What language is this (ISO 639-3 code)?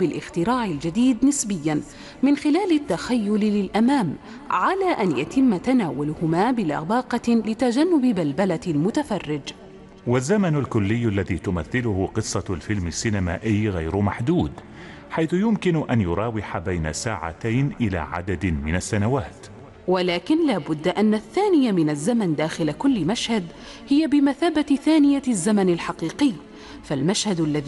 ara